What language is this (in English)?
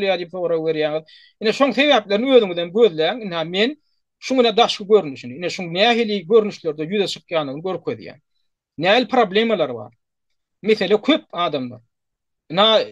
Turkmen